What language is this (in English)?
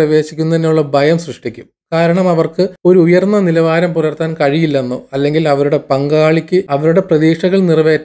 Malayalam